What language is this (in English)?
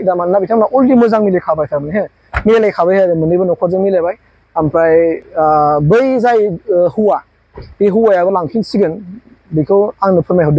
Bodo